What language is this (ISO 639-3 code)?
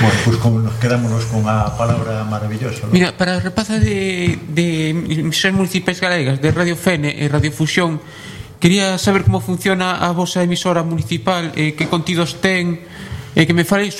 glg